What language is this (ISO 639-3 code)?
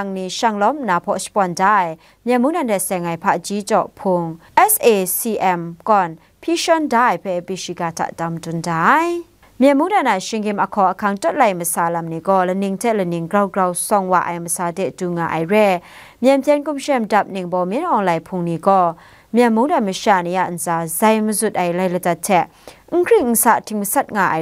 kac